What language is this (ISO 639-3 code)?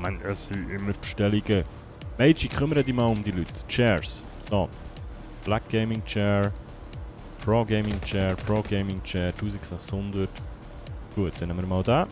gsw